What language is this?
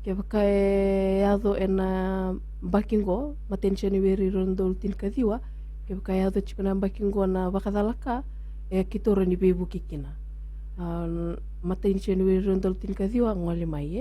Fijian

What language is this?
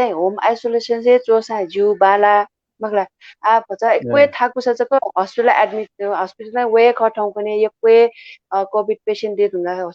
Newari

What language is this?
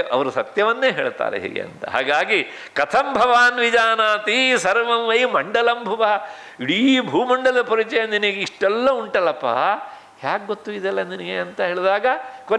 Kannada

